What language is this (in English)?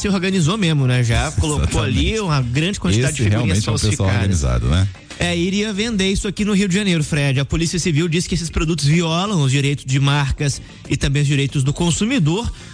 Portuguese